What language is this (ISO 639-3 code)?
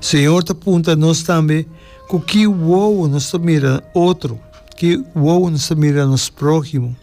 pap